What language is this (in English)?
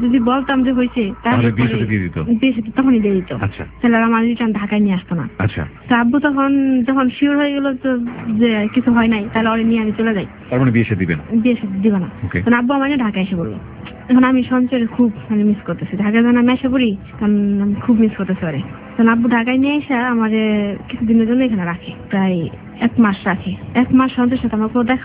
Bangla